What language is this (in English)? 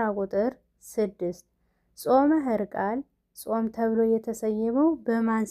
Amharic